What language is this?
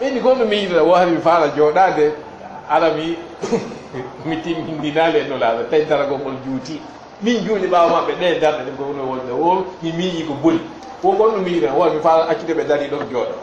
Fula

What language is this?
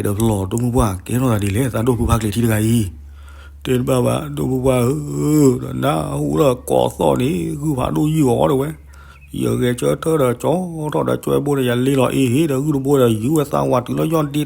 S'gaw Karen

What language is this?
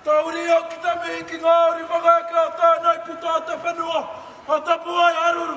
Māori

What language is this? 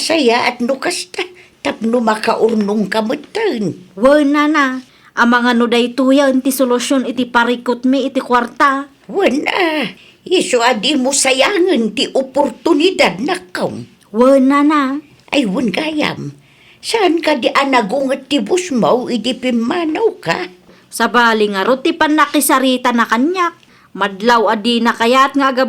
Iloko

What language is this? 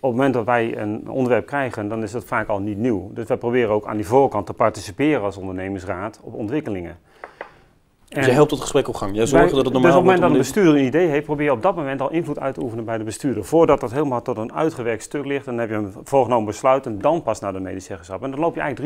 Dutch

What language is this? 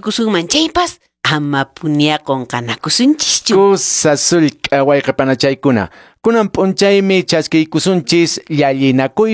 Quechua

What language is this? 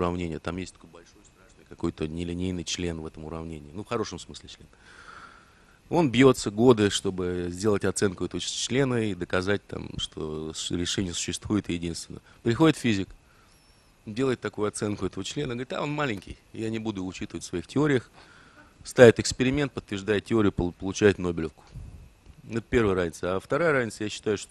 Russian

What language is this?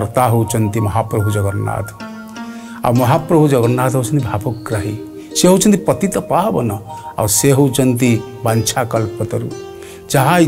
Odia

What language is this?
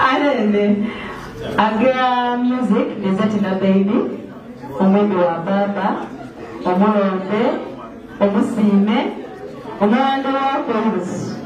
Soga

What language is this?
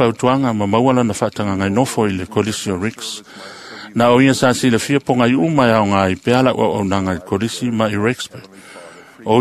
Samoan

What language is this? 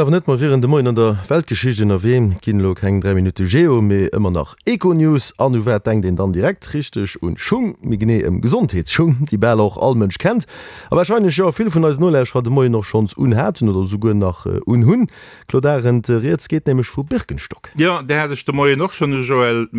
Luxembourgish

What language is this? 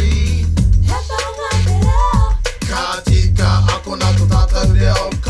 Māori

